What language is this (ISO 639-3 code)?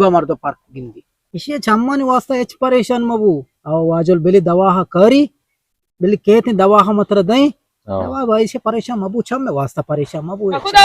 bgp